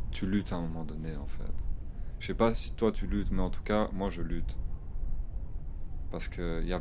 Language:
French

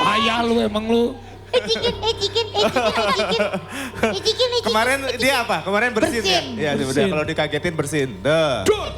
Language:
Betawi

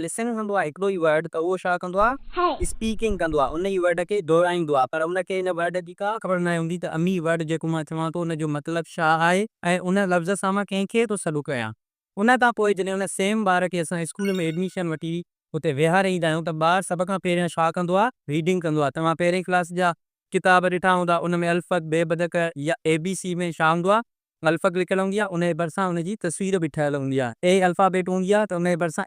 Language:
Sindhi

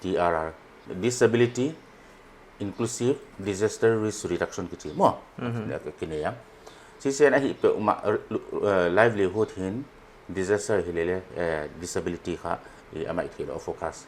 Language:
Paite Chin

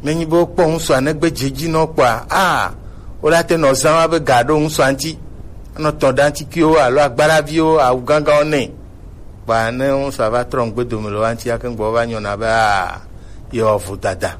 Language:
Gen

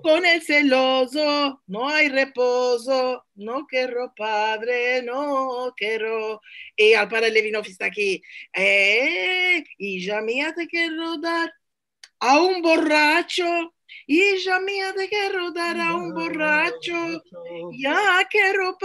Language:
Ladino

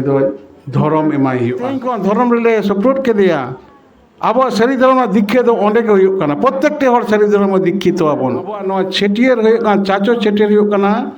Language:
Santali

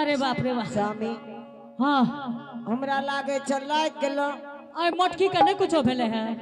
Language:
Angika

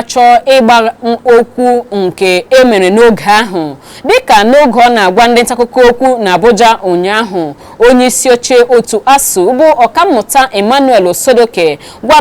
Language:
Igbo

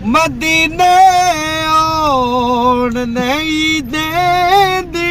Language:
Pahari-Potwari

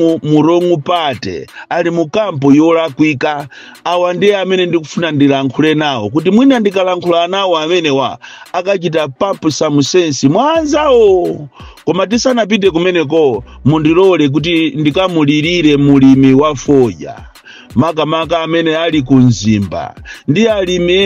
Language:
Nyanja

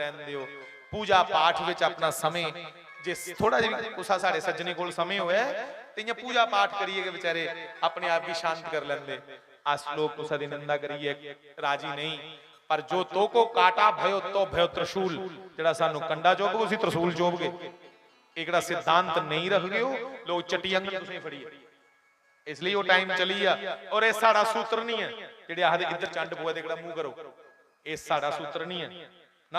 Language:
Dogri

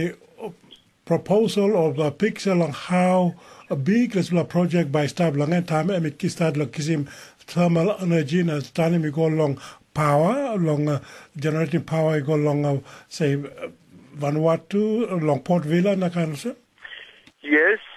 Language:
Tok Pisin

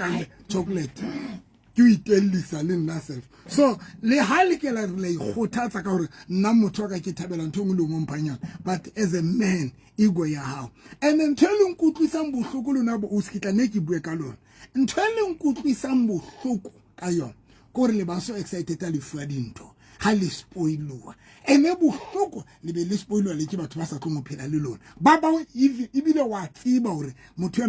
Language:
Southern Sotho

